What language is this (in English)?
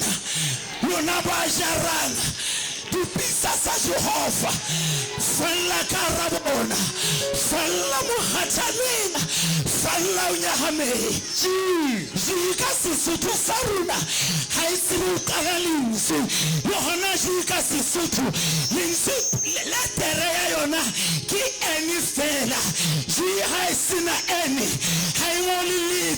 Southern Sotho